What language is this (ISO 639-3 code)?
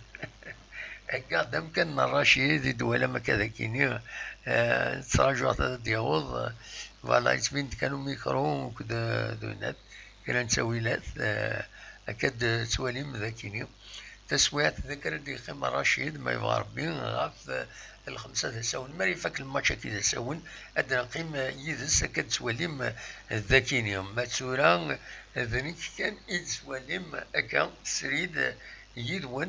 kab